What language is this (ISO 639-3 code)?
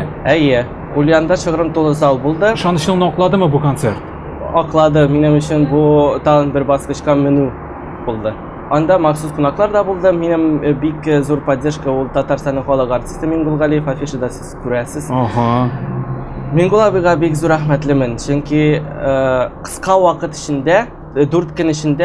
tat